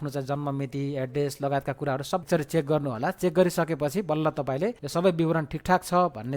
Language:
Nepali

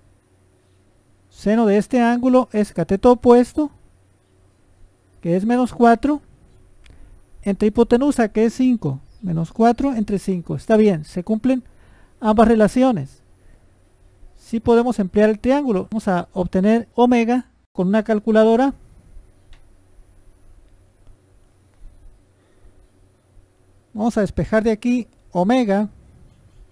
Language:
Spanish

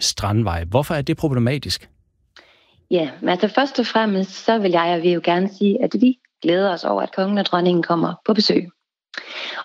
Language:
Danish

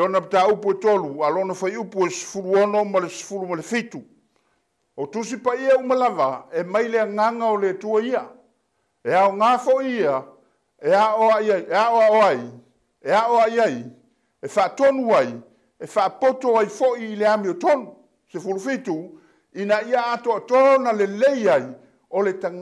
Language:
Samoan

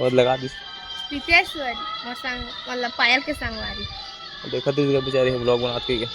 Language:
Chhattisgarhi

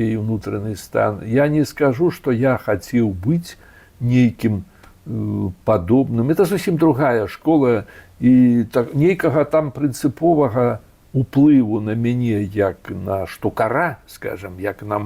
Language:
Belarusian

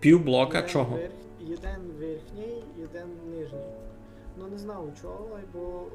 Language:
Rusyn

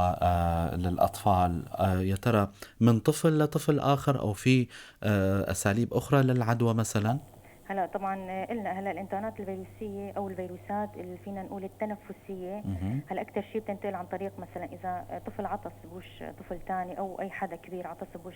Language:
North Levantine Arabic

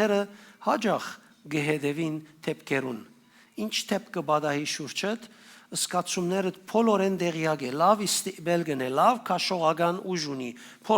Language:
Western Armenian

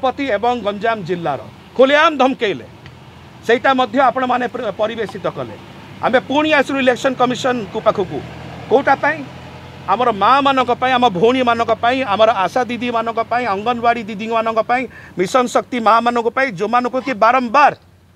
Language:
Odia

